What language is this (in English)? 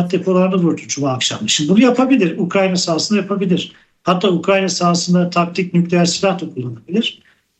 Turkish